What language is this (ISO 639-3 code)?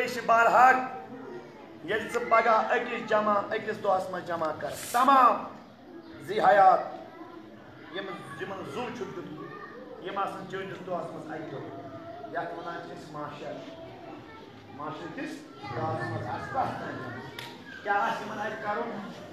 kas